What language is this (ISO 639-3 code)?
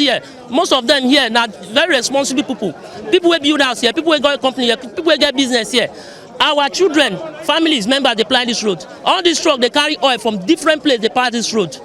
pcm